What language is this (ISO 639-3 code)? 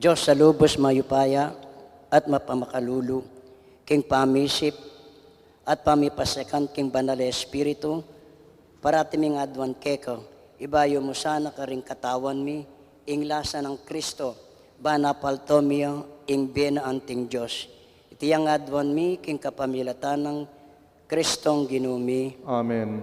pam